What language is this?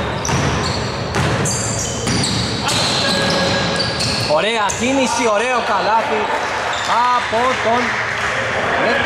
Greek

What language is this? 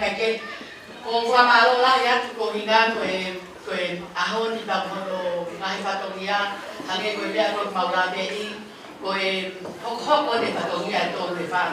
Tongan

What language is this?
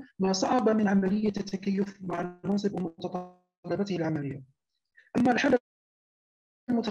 Arabic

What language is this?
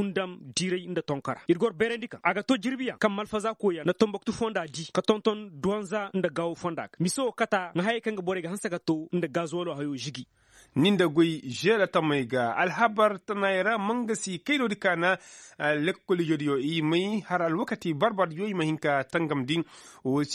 Koyraboro Senni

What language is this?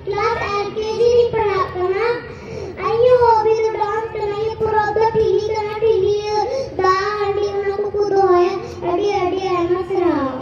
Santali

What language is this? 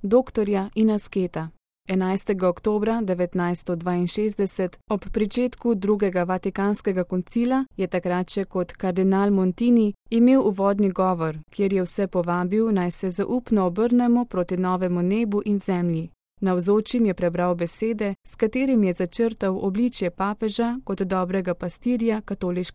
Slovenian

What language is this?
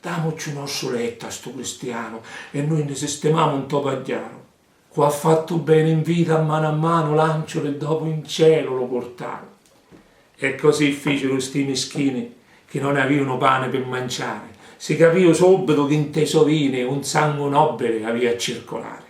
Sicilian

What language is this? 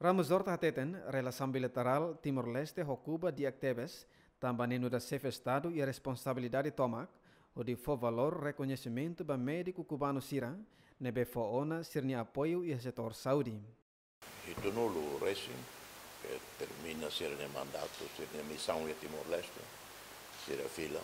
Tetum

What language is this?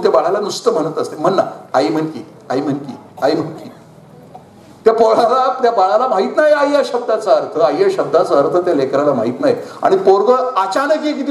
Marathi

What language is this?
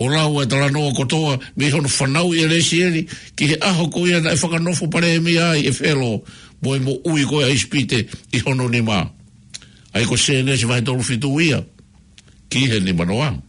Tongan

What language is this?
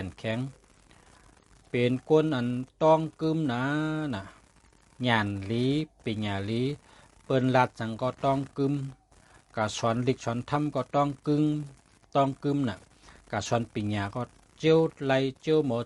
Shan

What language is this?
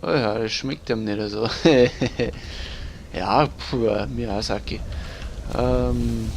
Bavarian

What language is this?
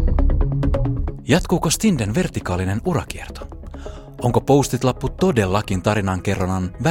Finnish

